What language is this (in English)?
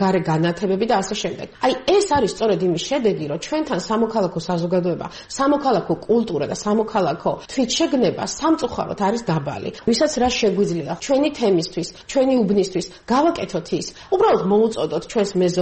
Georgian